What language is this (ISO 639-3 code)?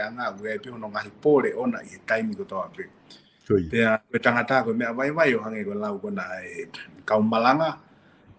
ton